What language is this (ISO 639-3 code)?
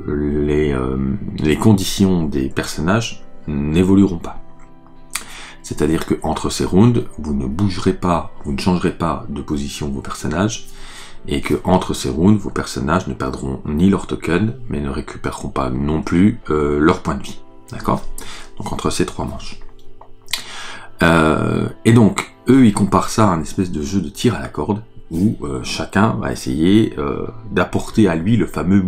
fra